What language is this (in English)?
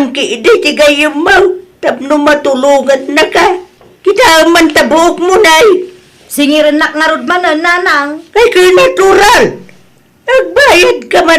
Iloko